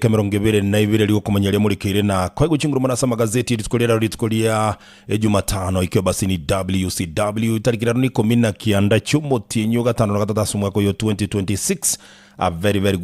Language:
Gusii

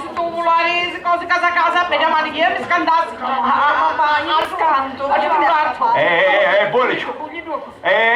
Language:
Sicilian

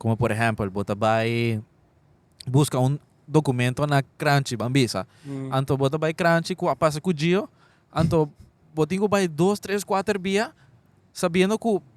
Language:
Papiamento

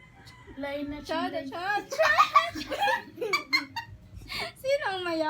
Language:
Cebuano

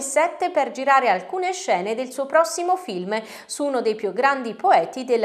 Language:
Italian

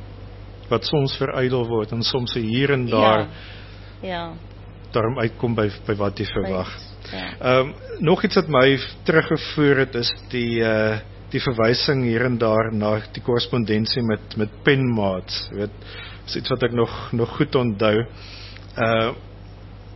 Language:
Afrikaans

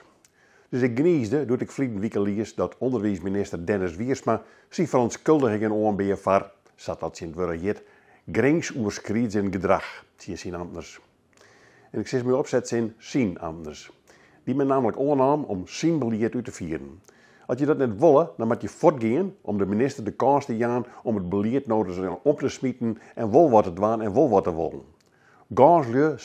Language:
Western Frisian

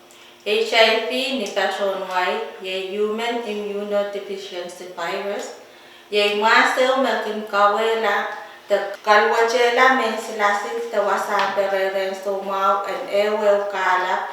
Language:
Pohnpeian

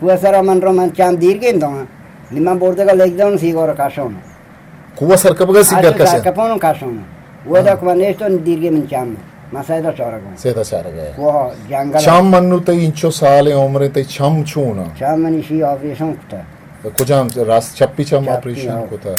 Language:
Eastern Balochi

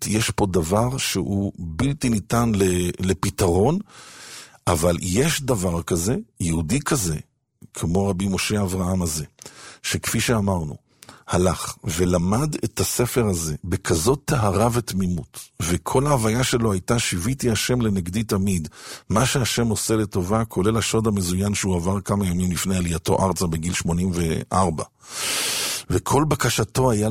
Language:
Hebrew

